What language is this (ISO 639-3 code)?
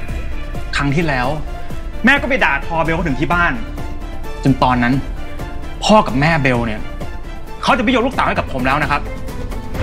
tha